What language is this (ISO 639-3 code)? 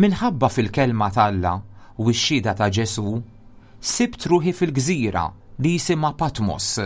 mlt